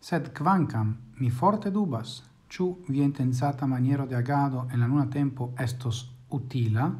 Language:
Esperanto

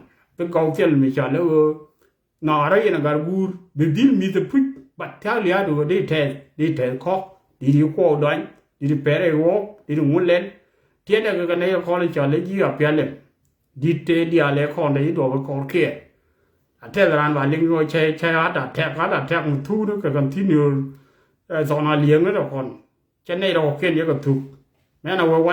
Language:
Nuer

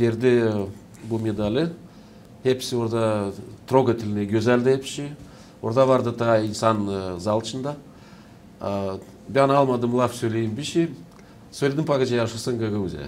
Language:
Gagauz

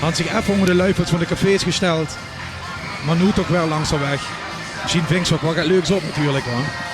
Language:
Limburgish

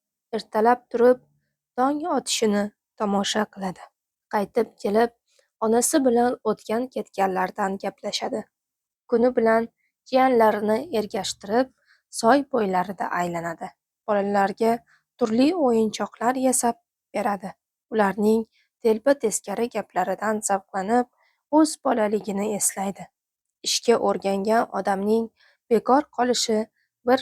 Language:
Uzbek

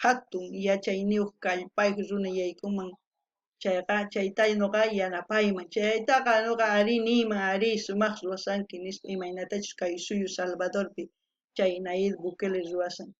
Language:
South Bolivian Quechua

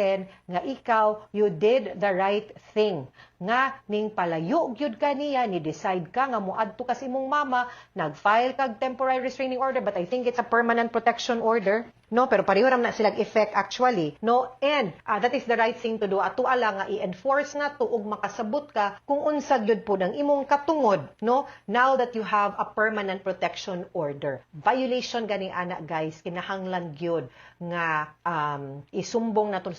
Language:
Cebuano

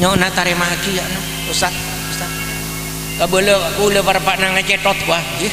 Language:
Madurese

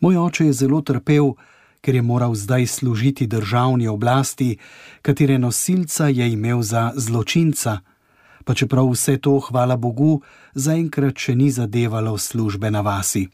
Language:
Slovenian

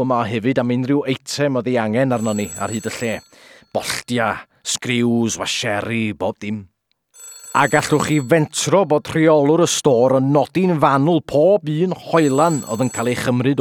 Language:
Welsh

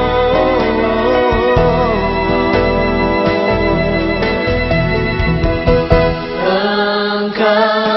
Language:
Indonesian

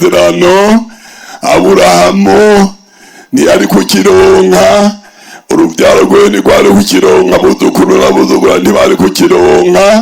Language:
Rundi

